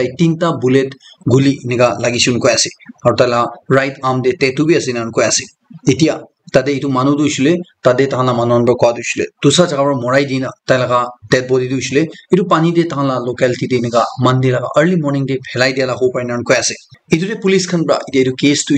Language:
Naga Pidgin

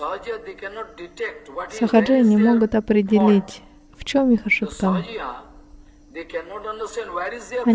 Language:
Russian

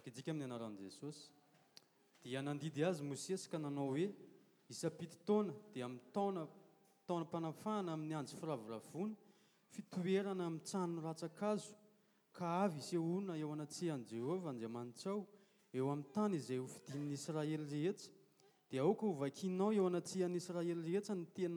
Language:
Malagasy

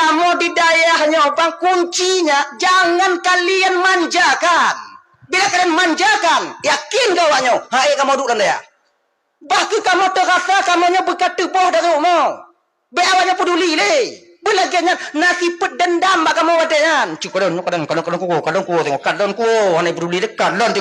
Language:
Achinese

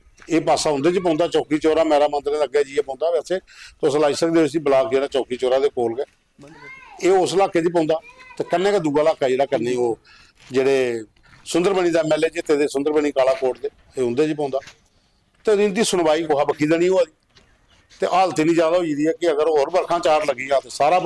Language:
Dogri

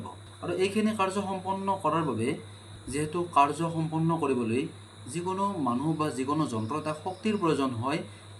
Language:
Assamese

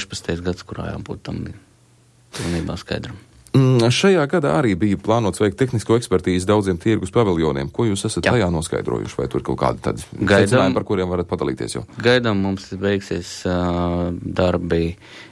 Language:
Latvian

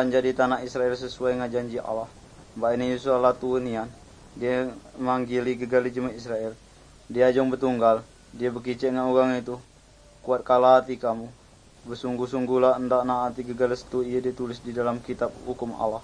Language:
Malay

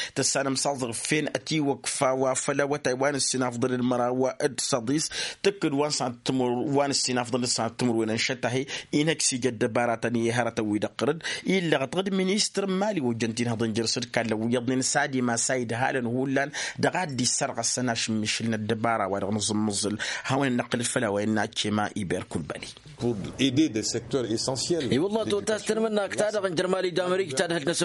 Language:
Tamasheq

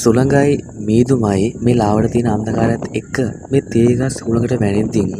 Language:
Sinhala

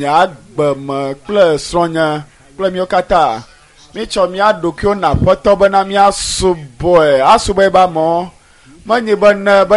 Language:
Ewe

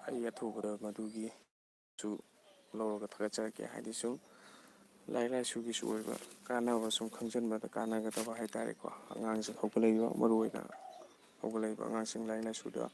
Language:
Manipuri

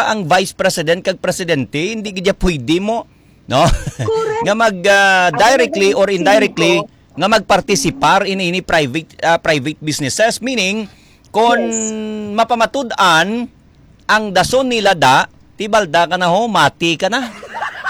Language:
Hiligaynon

